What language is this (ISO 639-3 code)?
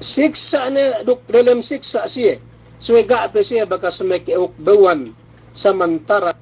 yka